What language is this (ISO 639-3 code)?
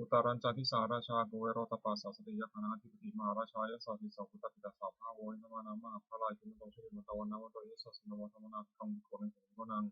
pli